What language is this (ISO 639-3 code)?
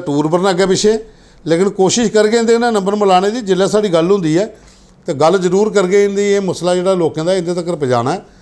doi